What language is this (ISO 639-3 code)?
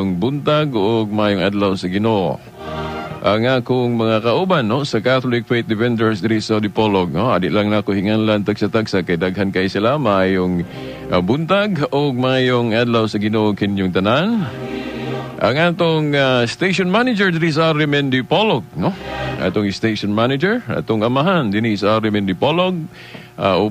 ceb